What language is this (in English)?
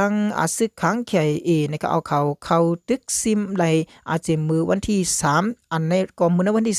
Shan